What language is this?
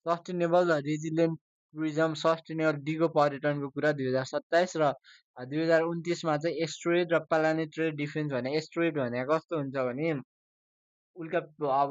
Nepali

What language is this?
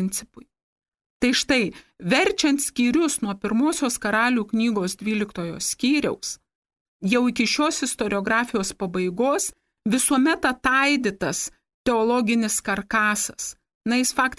Lithuanian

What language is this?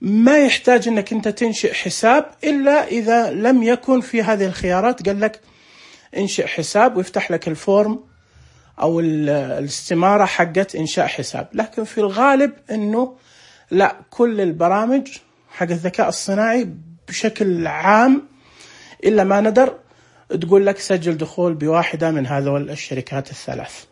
Najdi Arabic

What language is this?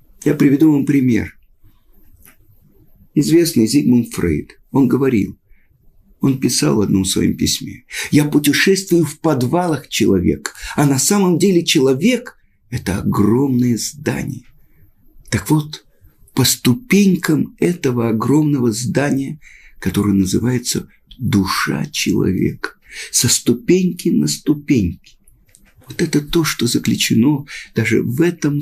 Russian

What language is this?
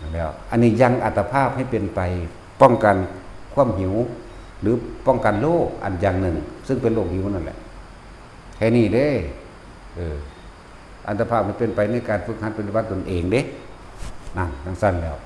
Northeastern Thai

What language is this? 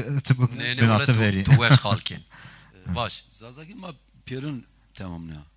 Zaza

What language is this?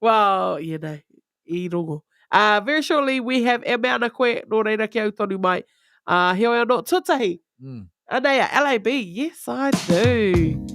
Māori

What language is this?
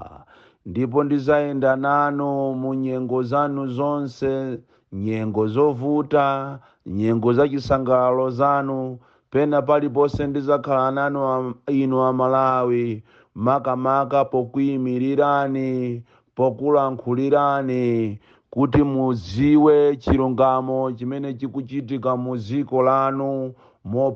Nyanja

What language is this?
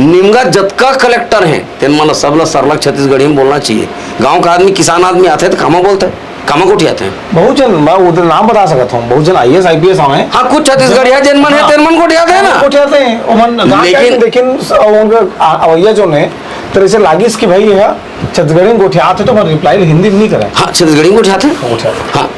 Chhattisgarhi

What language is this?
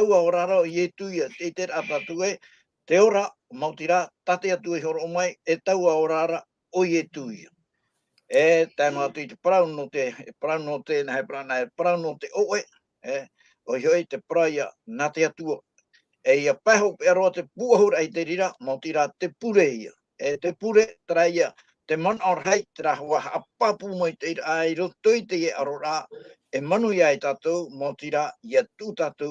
Tahitian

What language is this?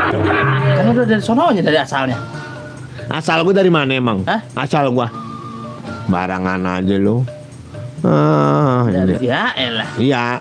Betawi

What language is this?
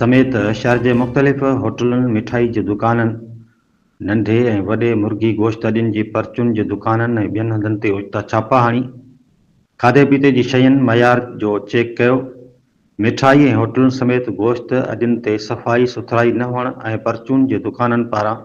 Sindhi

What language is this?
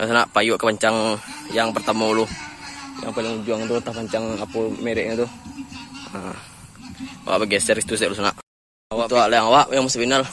Minangkabau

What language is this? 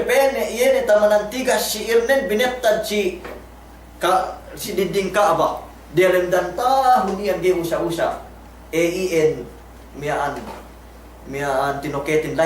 Yakan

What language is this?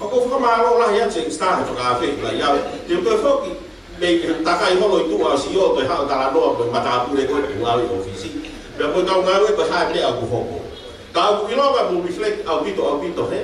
Tongan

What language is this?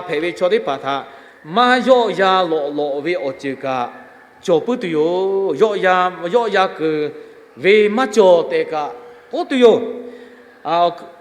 Lahu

